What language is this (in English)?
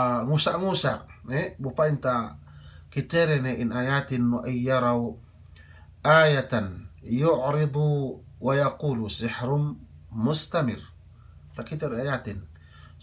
Yakan